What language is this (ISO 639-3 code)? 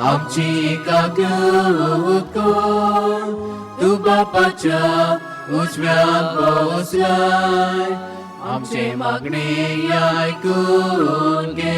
kok